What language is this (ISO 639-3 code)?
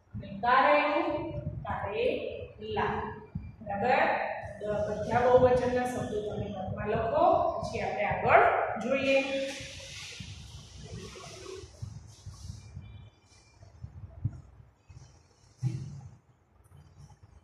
guj